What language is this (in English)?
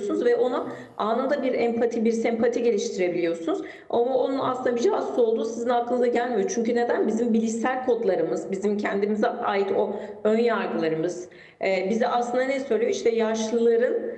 Turkish